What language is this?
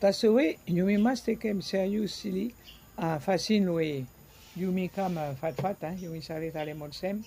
Bislama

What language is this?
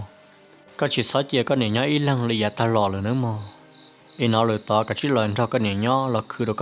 Hmong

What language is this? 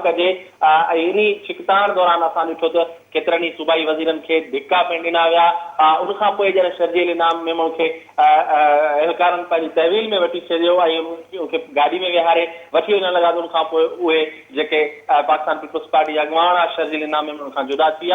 Sindhi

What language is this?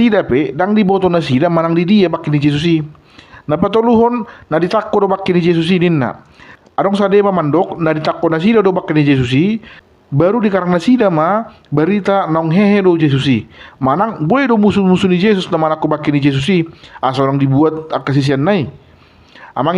Batak Toba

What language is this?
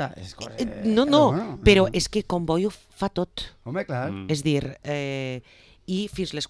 Catalan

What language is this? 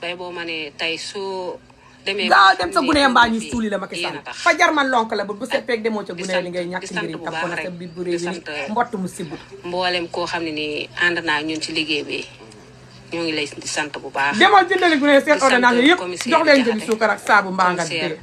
Wolof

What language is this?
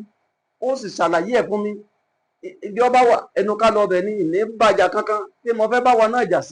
Yoruba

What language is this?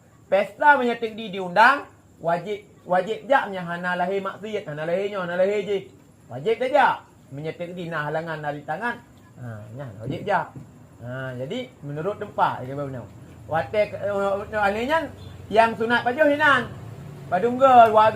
Achinese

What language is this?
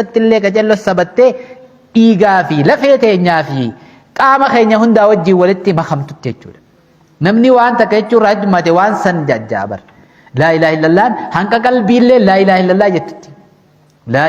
Oromo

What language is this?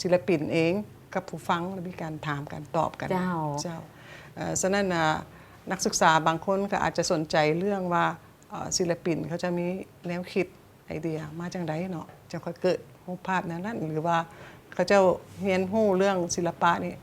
Lao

